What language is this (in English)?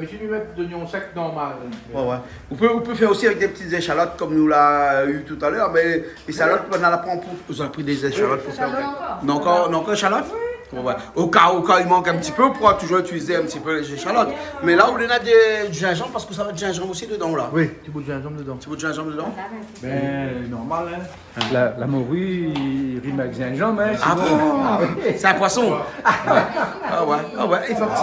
Réunion Creole French